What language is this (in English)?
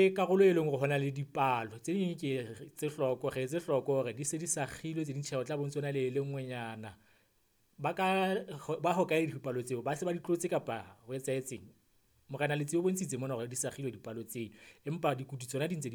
Southern Sotho